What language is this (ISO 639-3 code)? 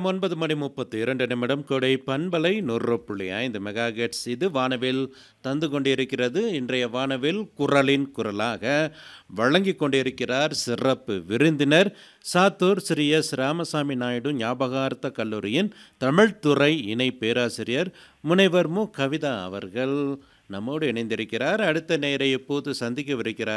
tam